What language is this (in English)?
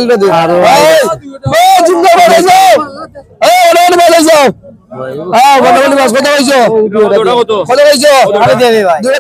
Sylheti